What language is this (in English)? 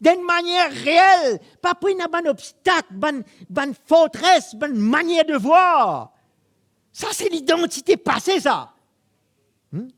Morisyen